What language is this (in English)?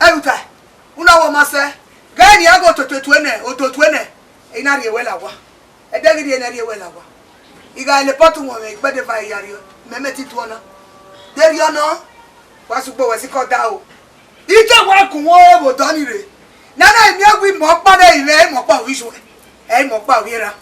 Bini